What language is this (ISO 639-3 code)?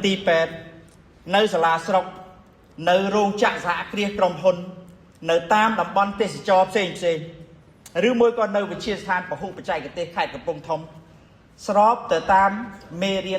khm